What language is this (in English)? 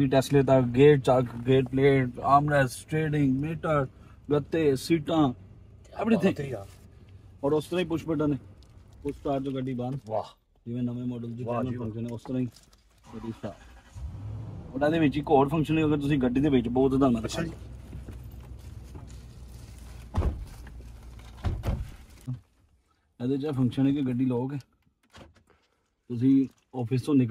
Punjabi